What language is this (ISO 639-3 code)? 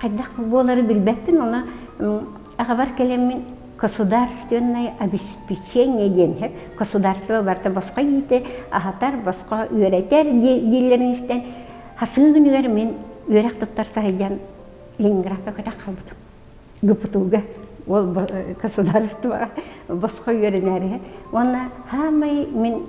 sah